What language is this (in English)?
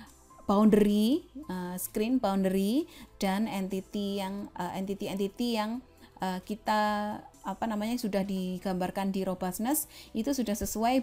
Indonesian